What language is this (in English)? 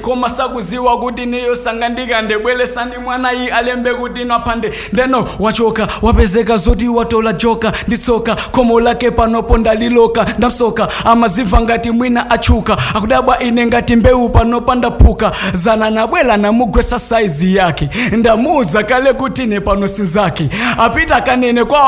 Nyanja